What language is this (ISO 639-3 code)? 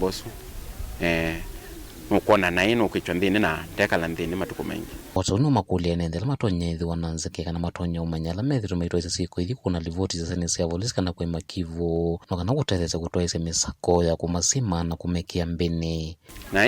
kam